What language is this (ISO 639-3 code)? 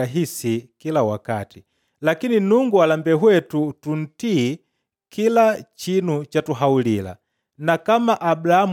kde